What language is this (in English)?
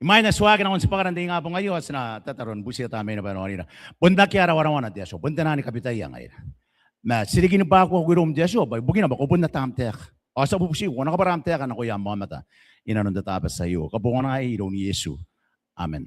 Gilbertese